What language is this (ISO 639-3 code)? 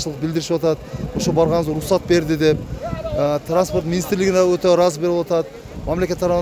kir